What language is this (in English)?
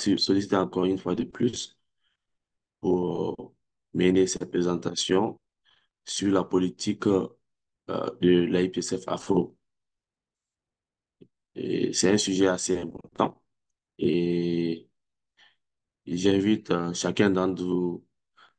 French